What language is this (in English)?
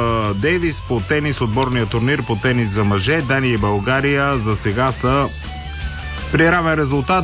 Bulgarian